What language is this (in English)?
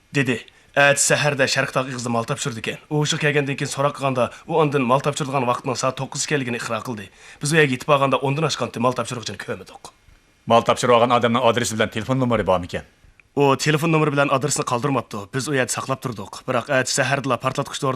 Uyghur